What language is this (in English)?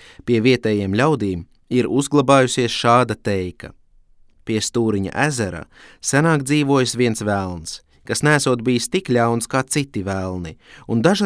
Latvian